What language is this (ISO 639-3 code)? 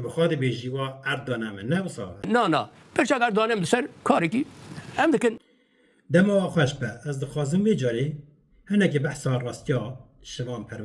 kur